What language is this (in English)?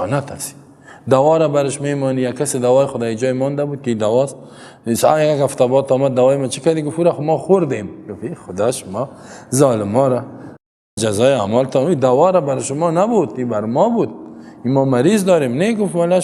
Persian